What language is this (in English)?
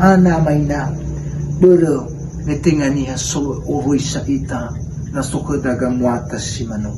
Nias